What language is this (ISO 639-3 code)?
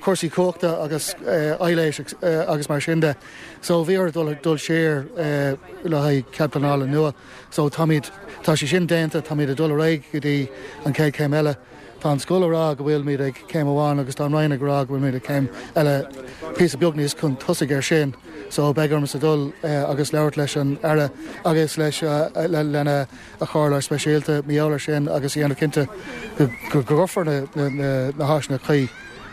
gle